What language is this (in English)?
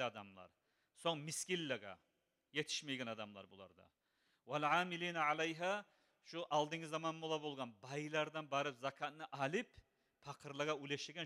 Kumyk